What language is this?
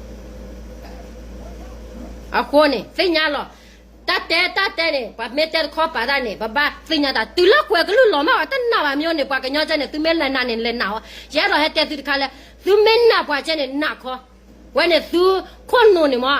S'gaw Karen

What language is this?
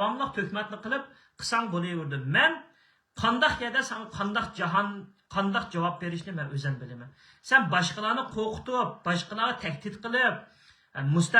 Uyghur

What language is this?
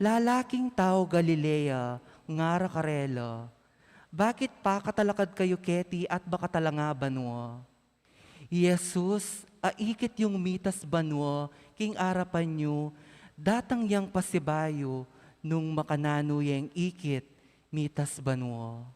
Pampanga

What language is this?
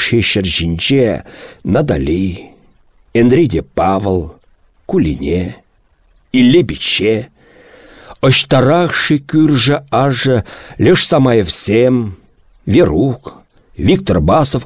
Chuvash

